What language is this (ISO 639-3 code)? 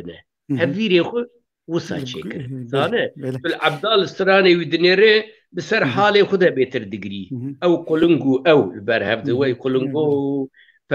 kur